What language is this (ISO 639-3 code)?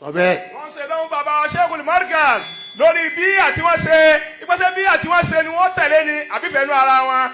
yor